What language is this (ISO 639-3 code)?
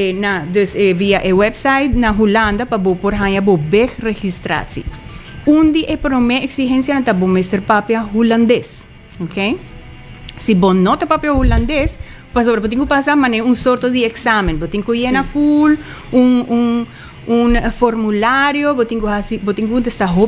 pap